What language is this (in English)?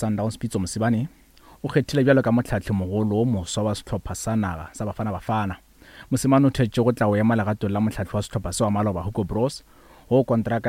Northern Sotho